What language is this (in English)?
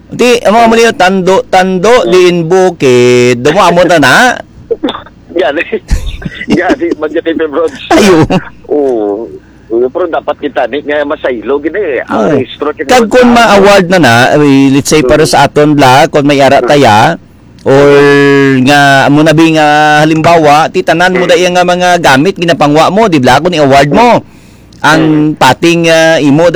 Hiligaynon